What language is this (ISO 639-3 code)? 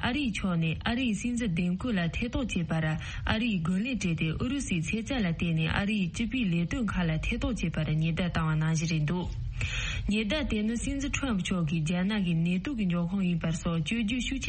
bod